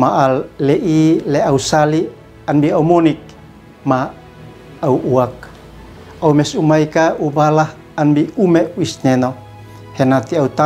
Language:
Uab Meto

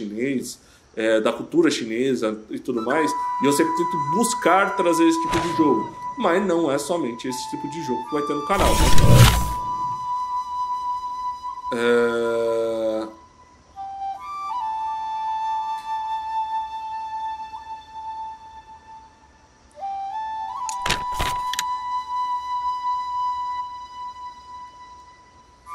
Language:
Portuguese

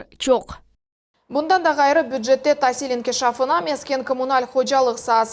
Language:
Crimean Tatar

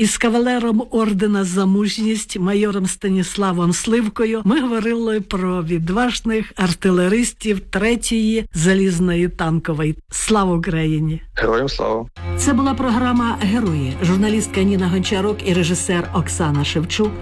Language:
Ukrainian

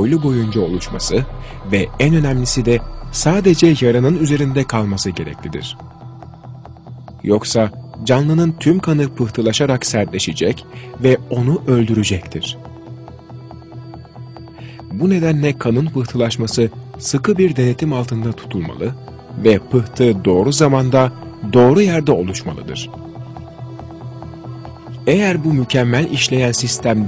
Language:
Turkish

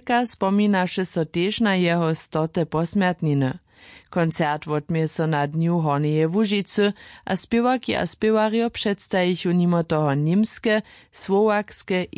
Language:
Upper Sorbian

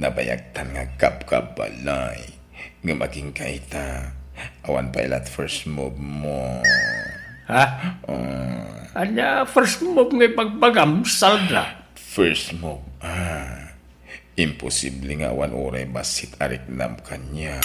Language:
Iloko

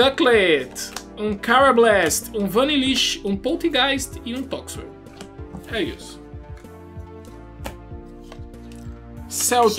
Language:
Portuguese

